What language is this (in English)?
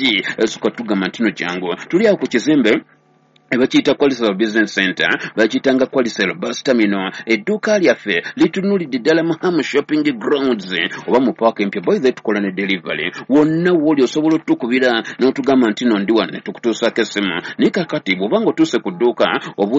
Ganda